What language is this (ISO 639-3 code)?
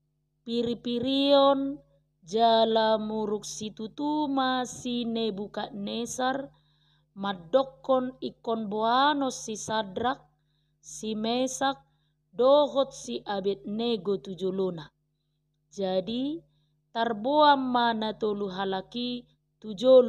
bbc